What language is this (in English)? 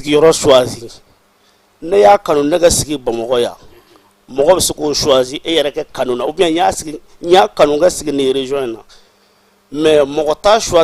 Bambara